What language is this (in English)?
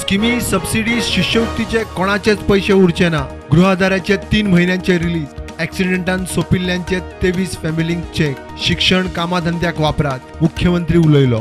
Konkani